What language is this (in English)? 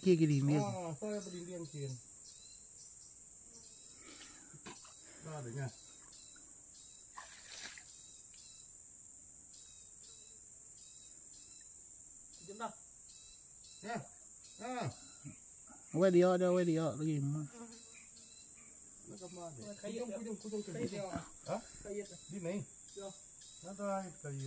Malay